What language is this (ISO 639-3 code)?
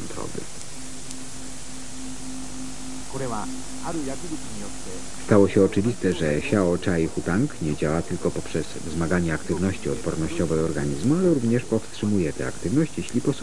pol